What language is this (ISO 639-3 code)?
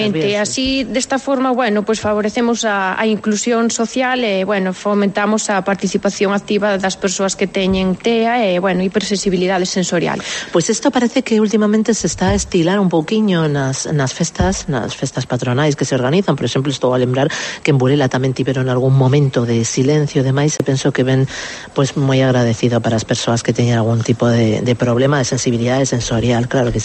glg